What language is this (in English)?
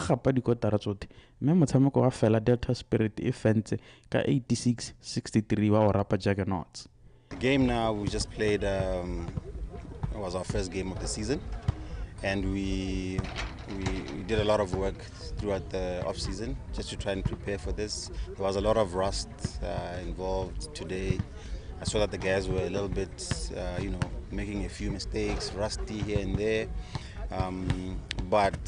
Tswana